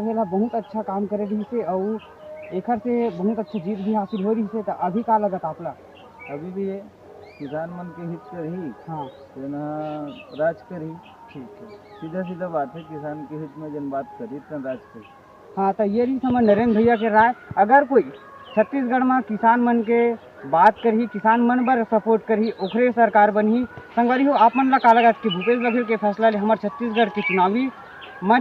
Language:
Chhattisgarhi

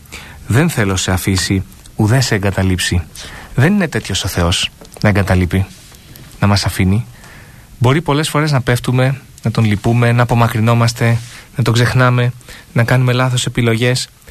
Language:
Greek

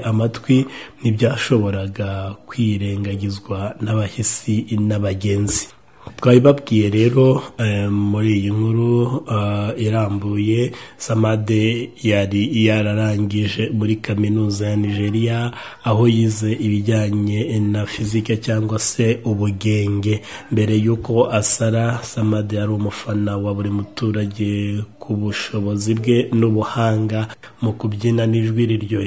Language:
Kinyarwanda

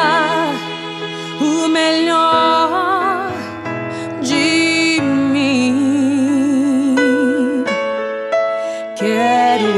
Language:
Portuguese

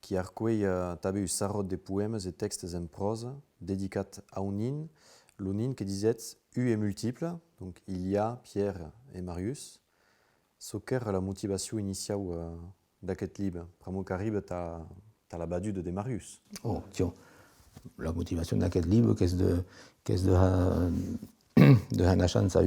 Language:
Occitan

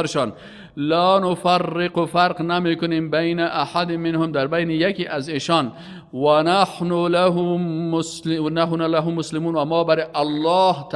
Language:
Persian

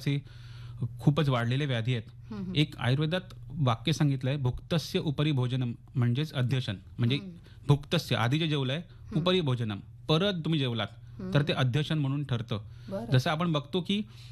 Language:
Marathi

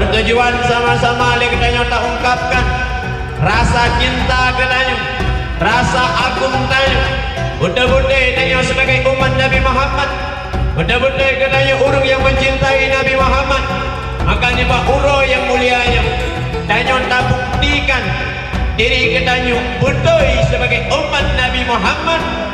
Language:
Achinese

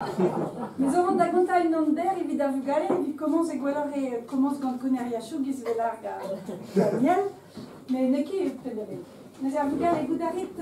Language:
Breton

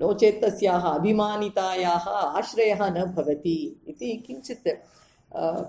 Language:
Sanskrit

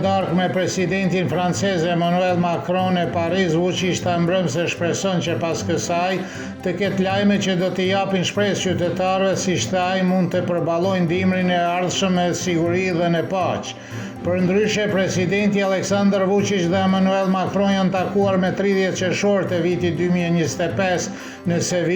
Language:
Albanian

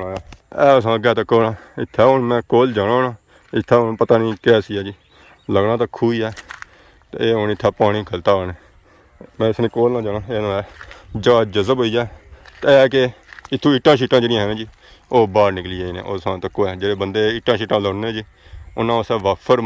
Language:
Pahari-Potwari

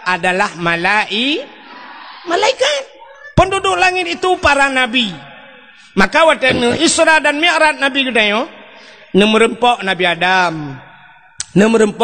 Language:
Achinese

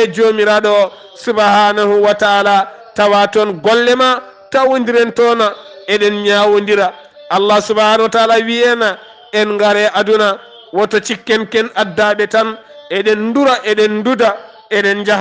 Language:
Fula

